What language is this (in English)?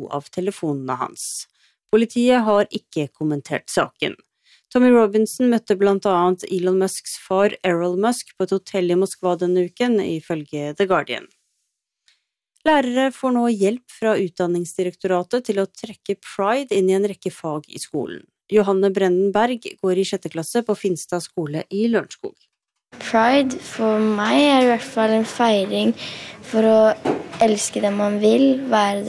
Norwegian